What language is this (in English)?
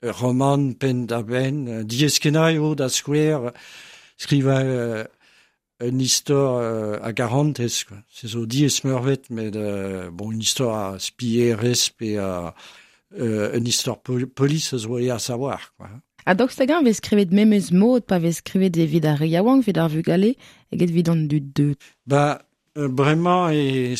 Breton